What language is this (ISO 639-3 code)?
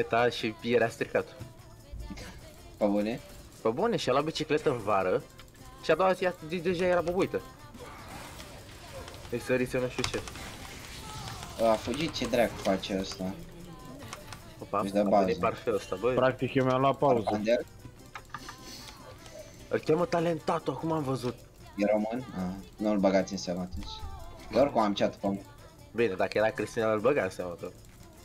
ron